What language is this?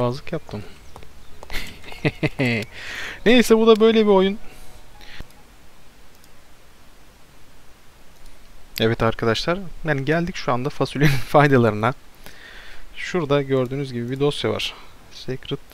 Turkish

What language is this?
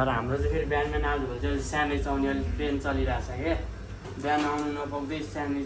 Nepali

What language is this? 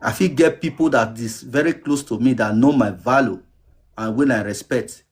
Nigerian Pidgin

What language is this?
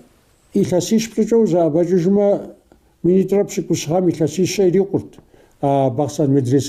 Kabardian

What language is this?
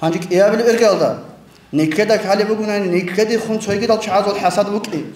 Avaric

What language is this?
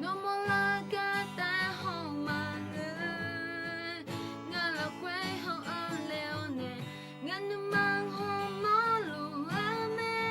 Akha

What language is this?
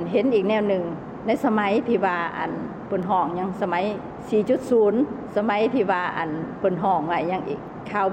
Lao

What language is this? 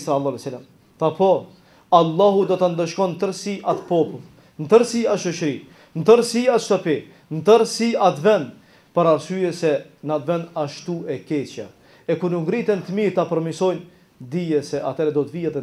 Albanian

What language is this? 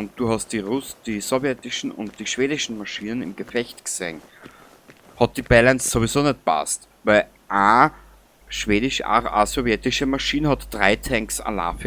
Bavarian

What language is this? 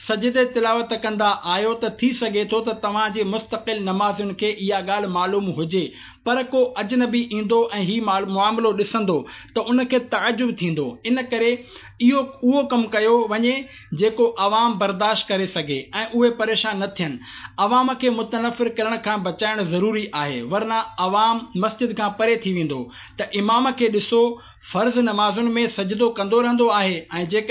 Sindhi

